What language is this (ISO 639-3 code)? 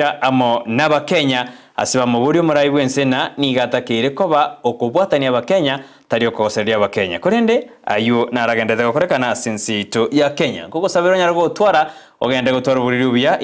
guz